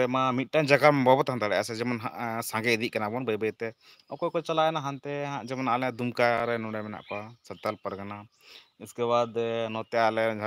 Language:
Santali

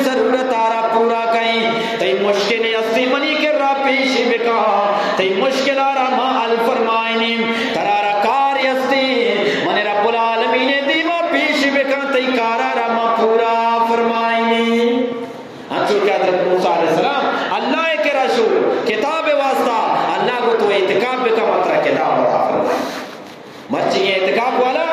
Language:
Eastern Balochi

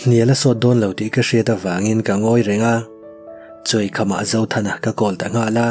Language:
Mizo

